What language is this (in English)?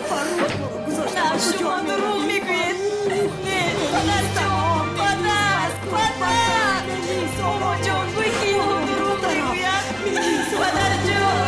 Tajik